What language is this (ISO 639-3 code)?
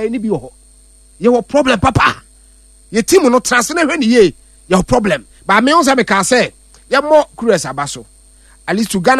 aka